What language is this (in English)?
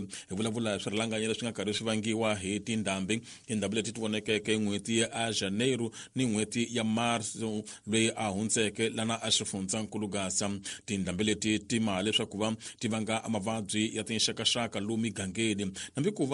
Tsonga